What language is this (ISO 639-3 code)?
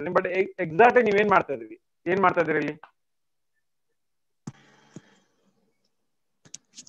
kan